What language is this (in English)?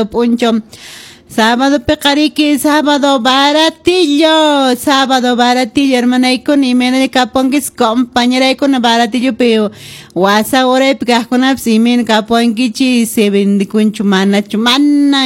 Quechua